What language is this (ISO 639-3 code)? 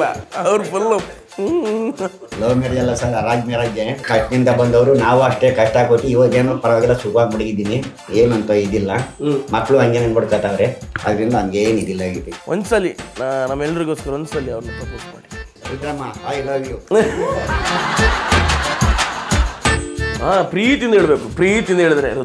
kan